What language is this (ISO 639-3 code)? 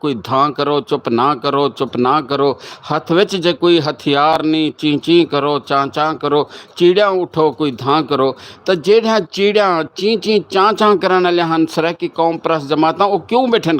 skr